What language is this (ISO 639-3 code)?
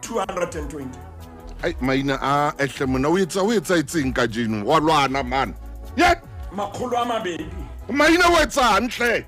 sot